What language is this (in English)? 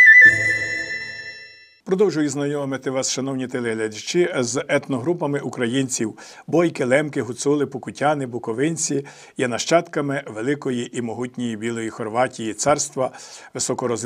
Ukrainian